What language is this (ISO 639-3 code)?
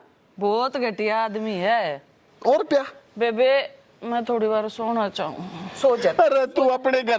bgc